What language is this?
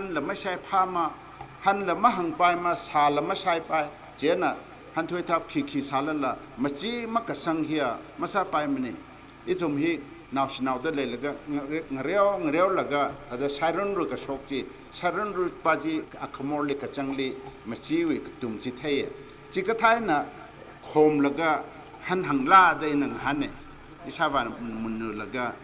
Tangkhul Naga (India)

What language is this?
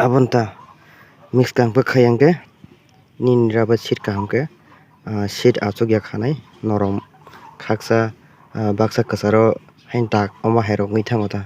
Kok Borok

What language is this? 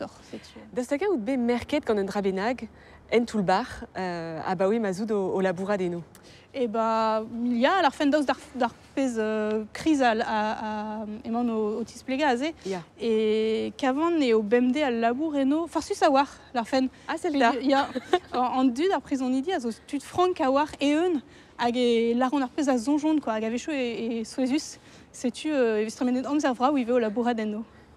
Breton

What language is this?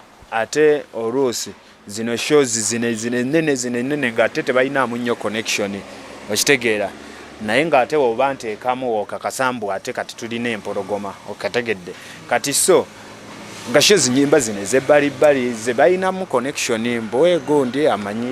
Ganda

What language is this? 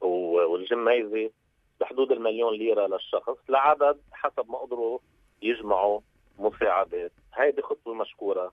North Levantine Arabic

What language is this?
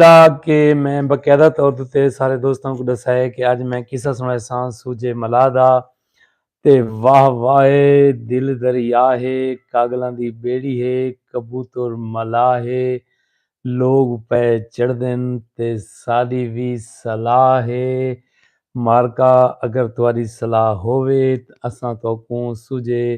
Saraiki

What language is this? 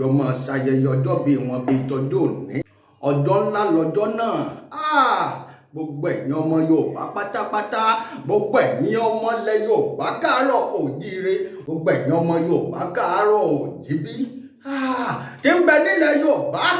Yoruba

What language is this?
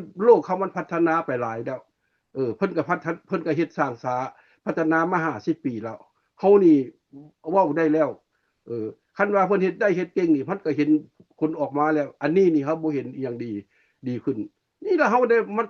Lao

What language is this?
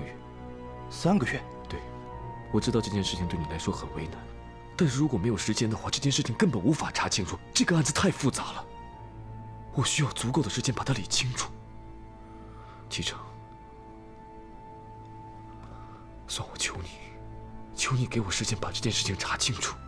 Chinese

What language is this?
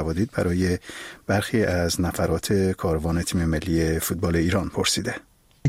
Persian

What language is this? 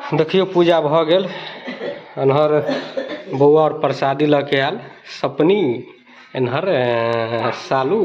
Maithili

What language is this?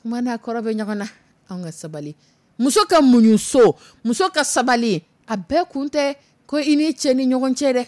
Dyula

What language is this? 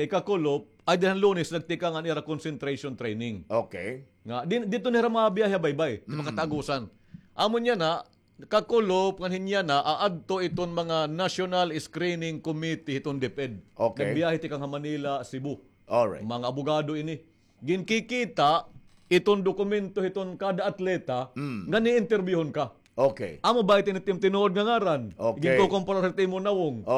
Waray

